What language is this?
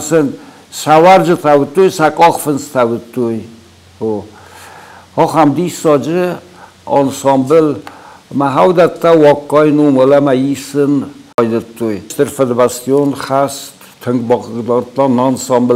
Ossetic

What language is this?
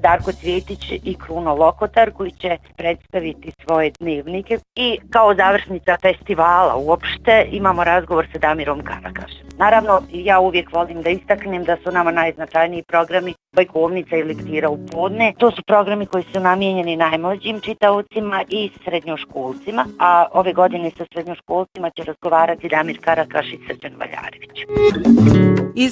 Bosnian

